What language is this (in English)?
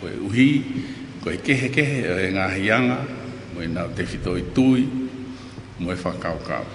Tongan